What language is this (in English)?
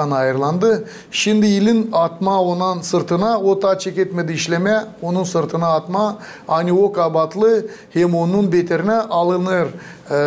Gagauz